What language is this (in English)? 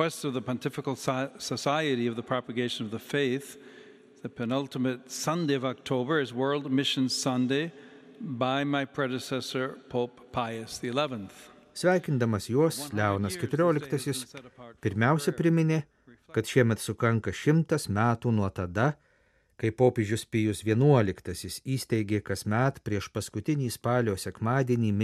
Lithuanian